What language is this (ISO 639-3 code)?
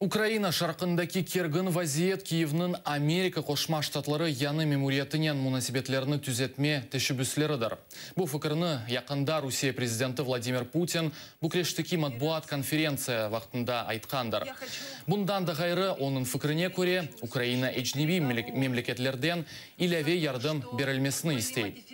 crh